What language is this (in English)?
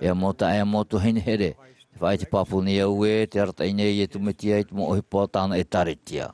Tahitian